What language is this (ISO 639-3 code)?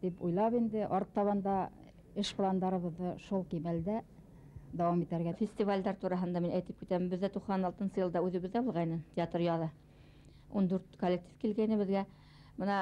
bak